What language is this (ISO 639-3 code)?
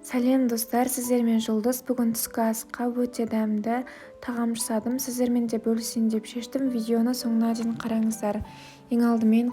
kaz